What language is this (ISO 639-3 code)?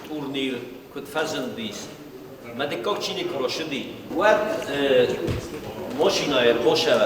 oss